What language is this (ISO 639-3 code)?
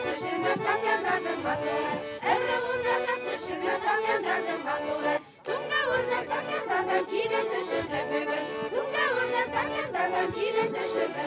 bak